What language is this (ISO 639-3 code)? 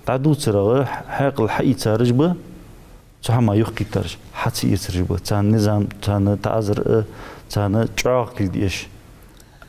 inh